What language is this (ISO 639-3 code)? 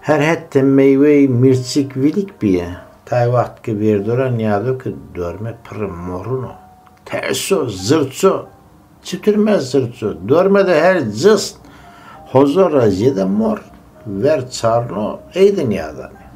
zza